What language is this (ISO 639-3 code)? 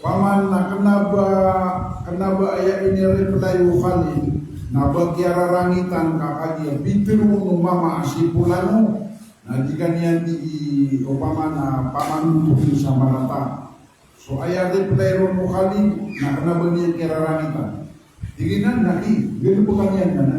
mrw